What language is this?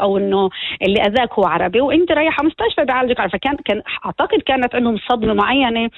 North Levantine Arabic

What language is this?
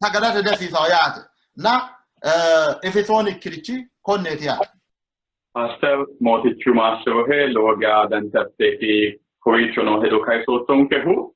Sidamo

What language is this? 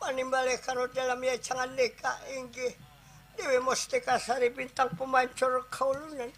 Banjar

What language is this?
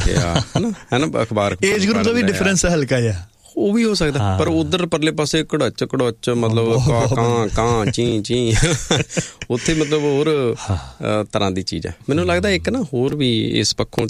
Punjabi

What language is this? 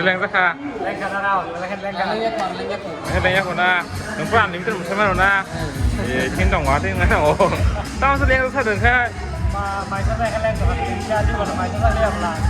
Kok Borok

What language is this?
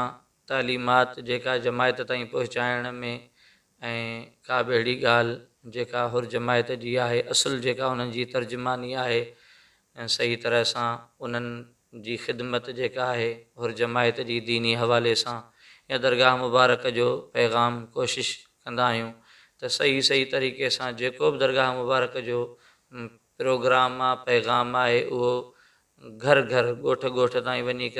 Sindhi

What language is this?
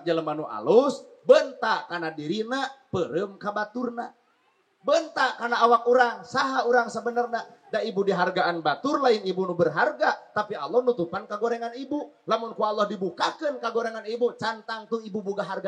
Sundanese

